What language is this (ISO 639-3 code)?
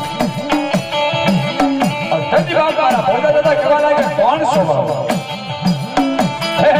guj